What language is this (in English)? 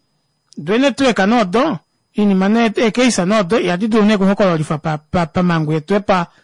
Kuanyama